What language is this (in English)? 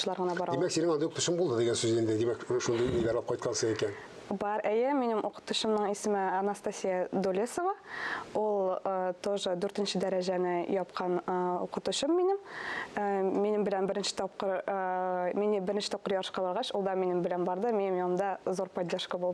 Tatar